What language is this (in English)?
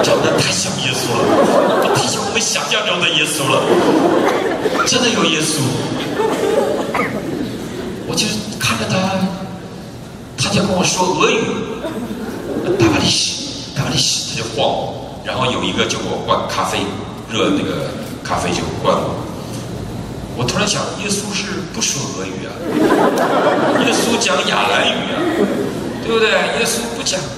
Chinese